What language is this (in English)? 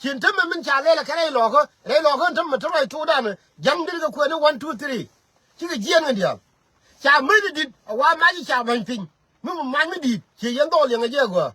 Nuer